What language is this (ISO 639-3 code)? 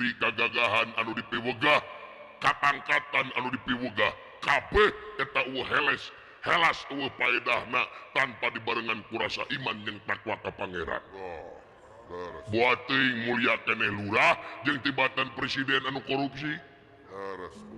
sun